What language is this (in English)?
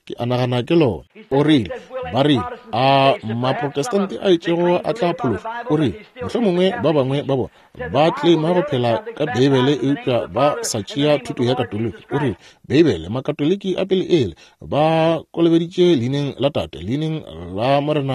Northern Sotho